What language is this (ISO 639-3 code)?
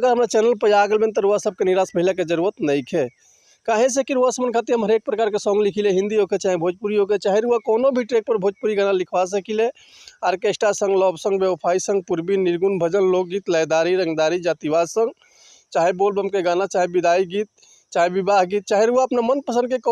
bho